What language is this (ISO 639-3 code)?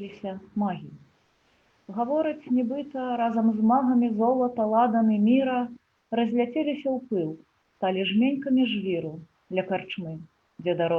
bel